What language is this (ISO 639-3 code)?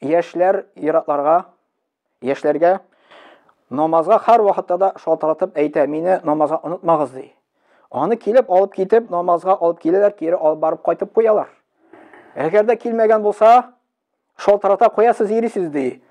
tat